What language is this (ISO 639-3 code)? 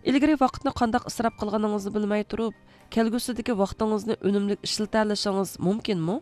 uig